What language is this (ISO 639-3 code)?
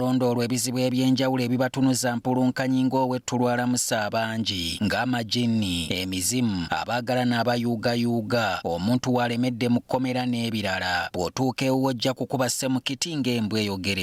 lug